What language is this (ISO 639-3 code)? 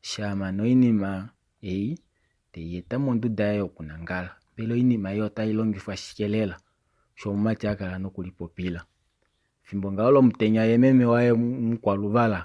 kua